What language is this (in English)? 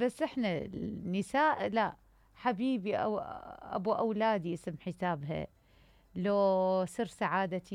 Mesopotamian Arabic